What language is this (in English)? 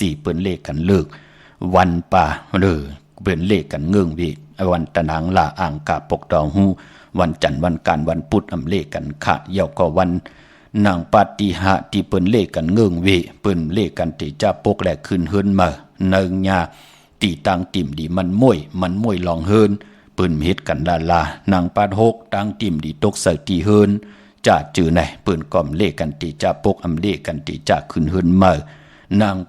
Shan